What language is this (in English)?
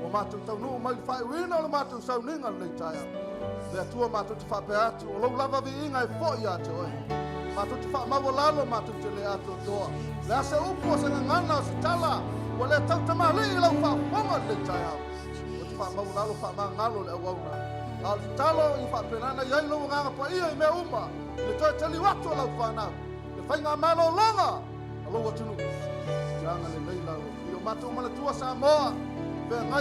Samoan